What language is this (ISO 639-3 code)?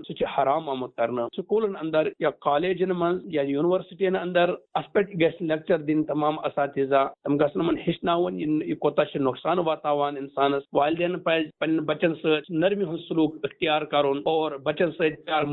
kas